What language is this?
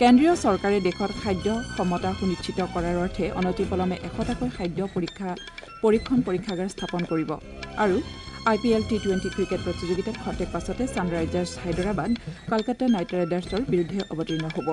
Assamese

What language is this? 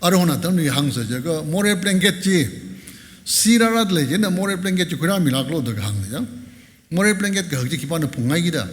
Tangkhul Naga (India)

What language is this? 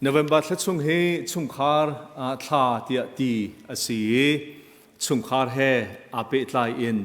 Hakha Chin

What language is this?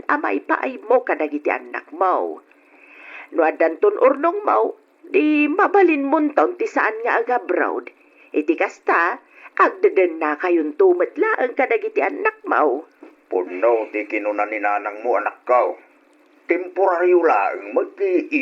Iloko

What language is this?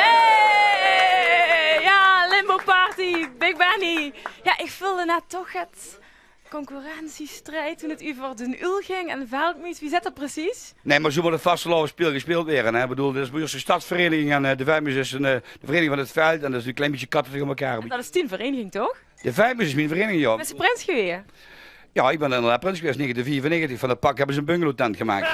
Limburgish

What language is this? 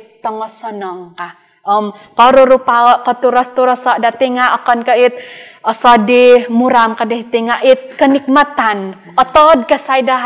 Central Dusun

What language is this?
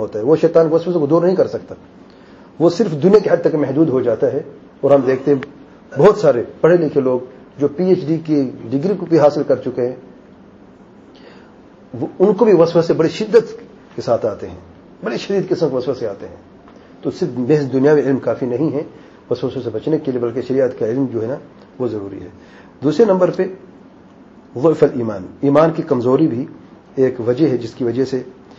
Urdu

